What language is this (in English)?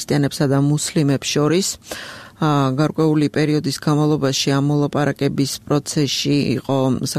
Georgian